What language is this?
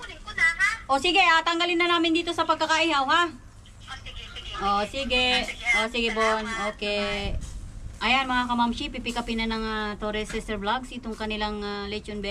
Filipino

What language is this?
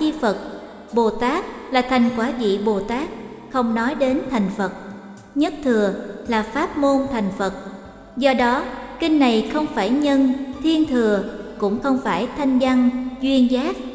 Vietnamese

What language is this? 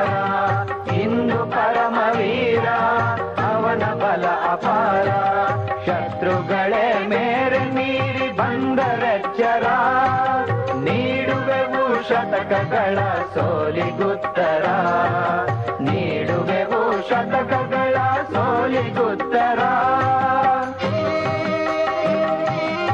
Kannada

